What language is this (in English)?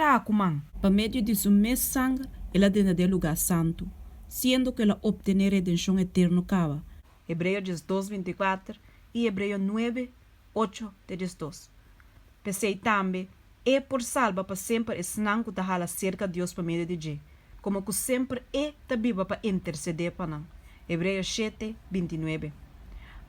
Papiamento